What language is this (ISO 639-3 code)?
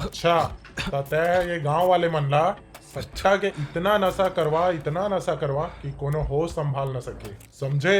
hne